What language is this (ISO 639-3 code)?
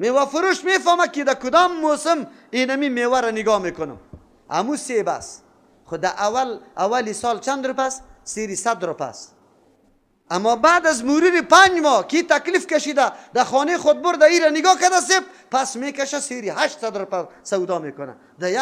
fas